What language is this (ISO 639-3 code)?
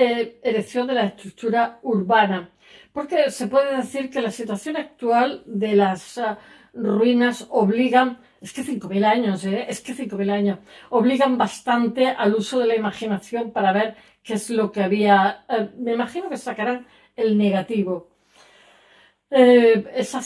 spa